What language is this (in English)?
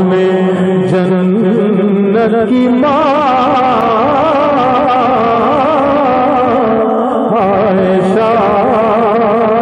Urdu